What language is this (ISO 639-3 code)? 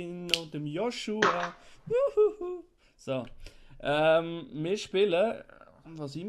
gsw